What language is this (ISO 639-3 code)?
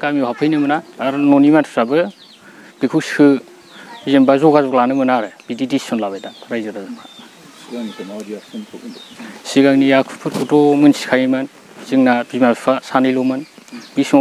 brx